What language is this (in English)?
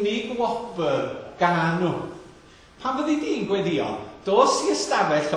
Welsh